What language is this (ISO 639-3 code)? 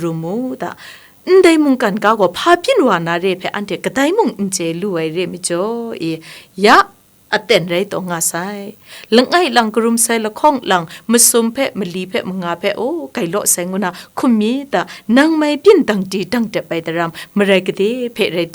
kac